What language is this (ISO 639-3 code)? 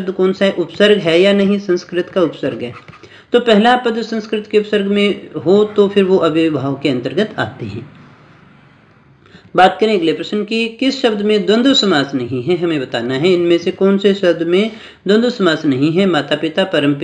hin